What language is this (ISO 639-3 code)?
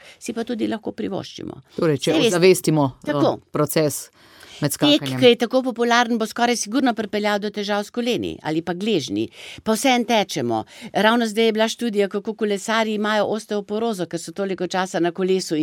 slv